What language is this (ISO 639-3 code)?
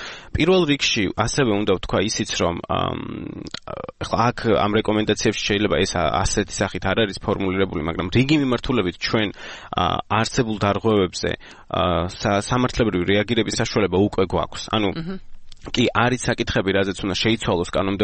kat